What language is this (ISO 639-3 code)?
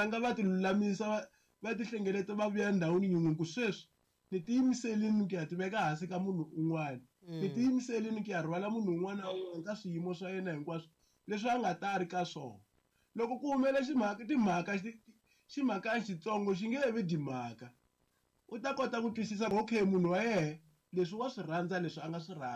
tso